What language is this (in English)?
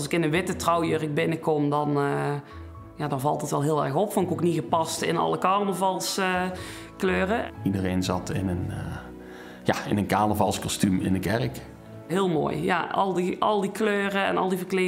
Limburgish